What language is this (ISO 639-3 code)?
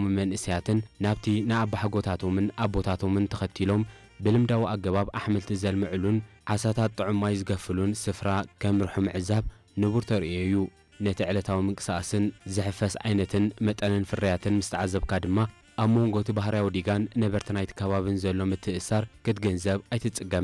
tir